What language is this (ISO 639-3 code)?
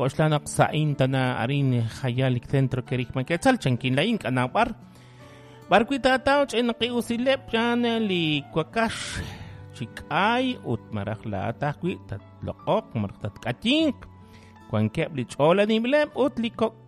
kek